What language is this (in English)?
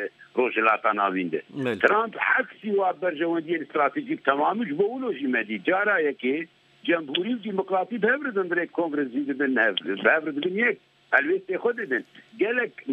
Kurdish